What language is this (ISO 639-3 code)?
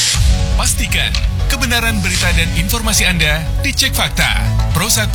ind